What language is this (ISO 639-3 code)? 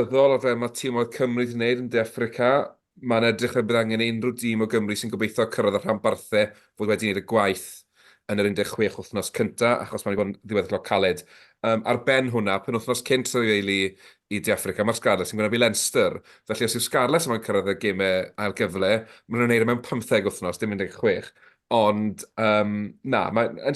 cym